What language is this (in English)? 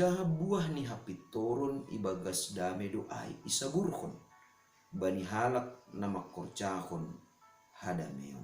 Batak Simalungun